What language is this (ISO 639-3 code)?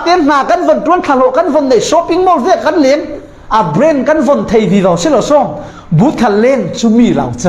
cfm